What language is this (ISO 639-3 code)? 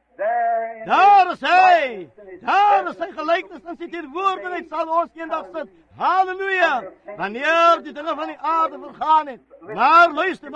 afr